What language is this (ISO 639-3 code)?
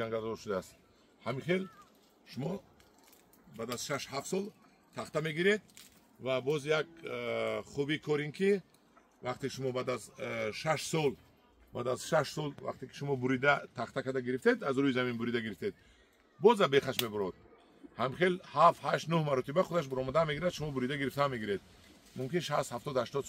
tgk